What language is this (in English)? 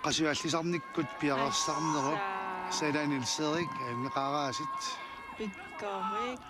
Kalaallisut